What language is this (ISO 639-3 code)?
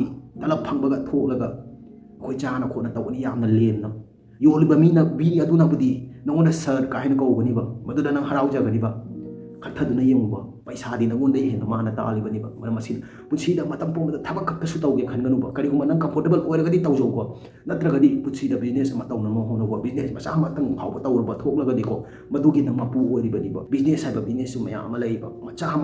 mni